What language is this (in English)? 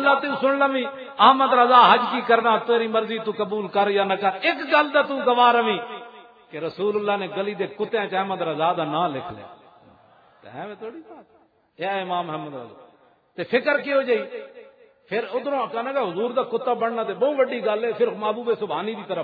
Western Panjabi